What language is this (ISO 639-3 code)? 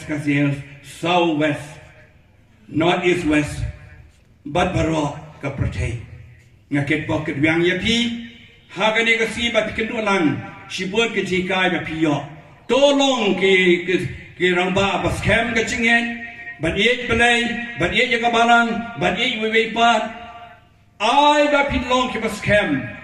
kha